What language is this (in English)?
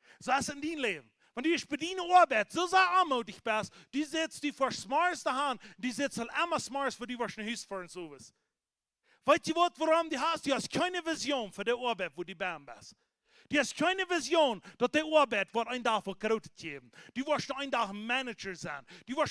Plautdietsch